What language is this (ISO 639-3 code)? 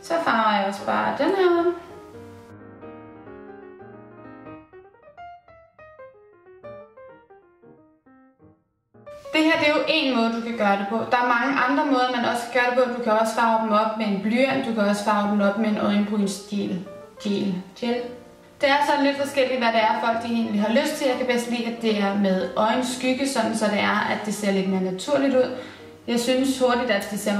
dan